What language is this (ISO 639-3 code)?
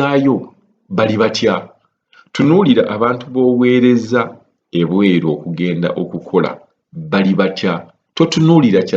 lug